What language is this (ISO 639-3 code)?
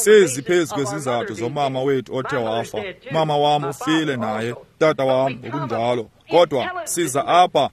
xho